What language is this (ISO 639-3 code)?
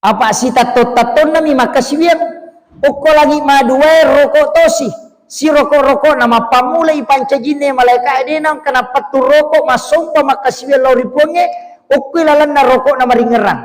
bug